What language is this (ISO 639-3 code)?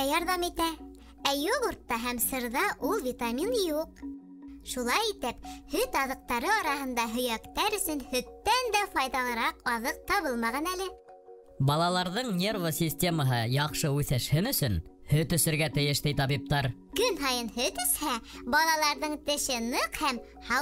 bak